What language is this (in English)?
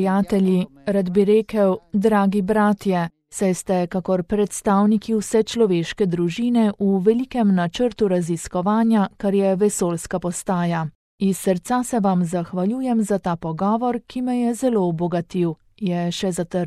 Slovenian